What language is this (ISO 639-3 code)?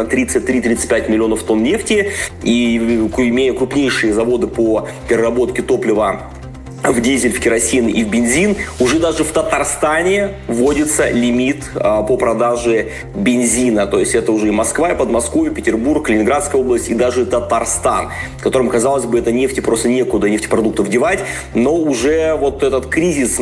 rus